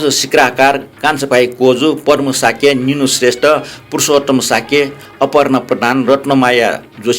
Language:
Newari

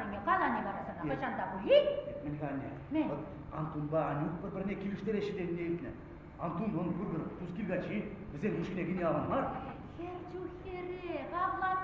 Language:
Chuvash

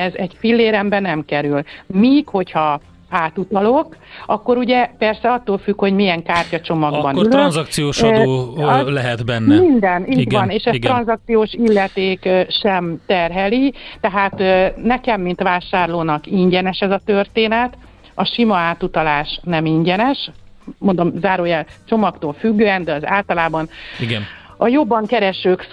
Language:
Hungarian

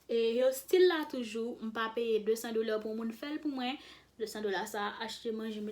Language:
Haitian Creole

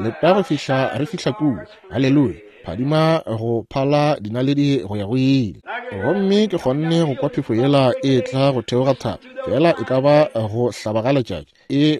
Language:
Northern Sotho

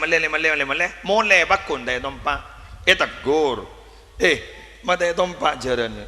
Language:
Madurese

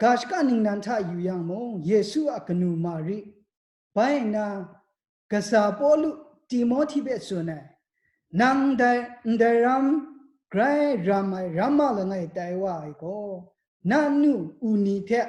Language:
Kachin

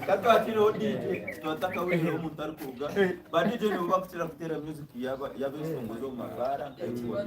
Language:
Nyankole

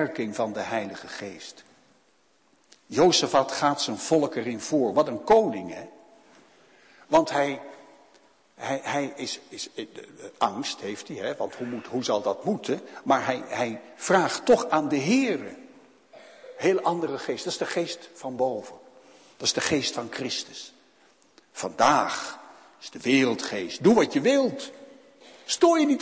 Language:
Dutch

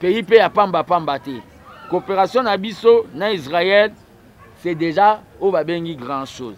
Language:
Lingala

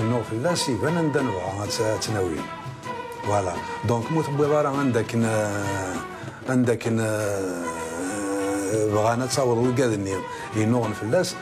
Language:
Kabyle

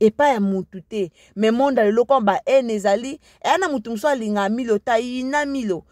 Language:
Lingala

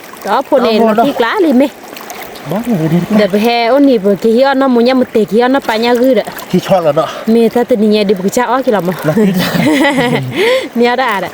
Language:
S'gaw Karen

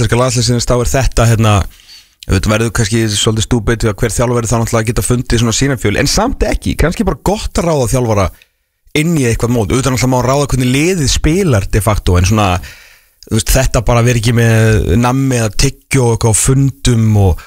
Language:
Icelandic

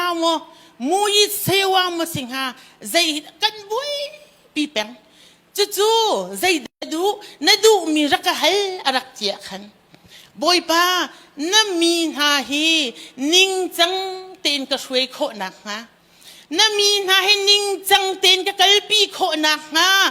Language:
Hakha Chin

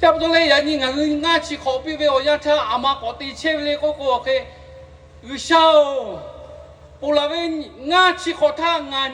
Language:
Lahu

